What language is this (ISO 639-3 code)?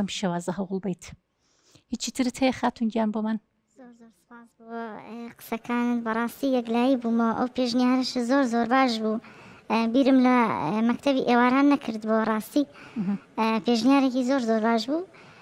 ckb